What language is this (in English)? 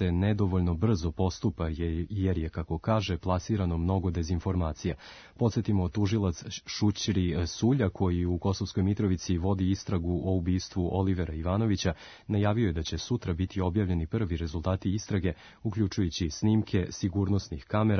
Serbian